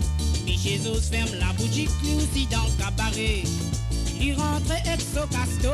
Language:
Morisyen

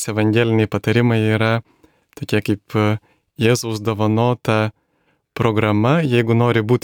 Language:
Lithuanian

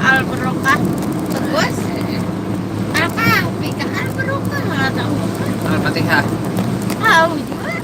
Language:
Banjar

